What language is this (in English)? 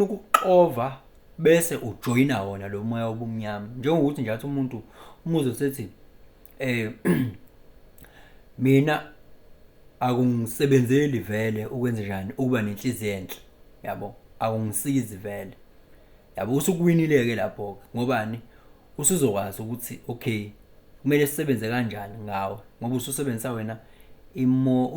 Zulu